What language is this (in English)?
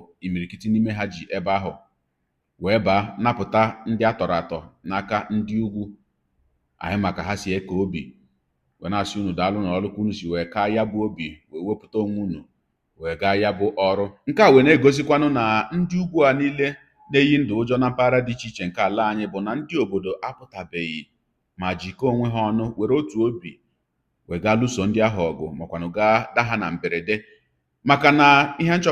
Igbo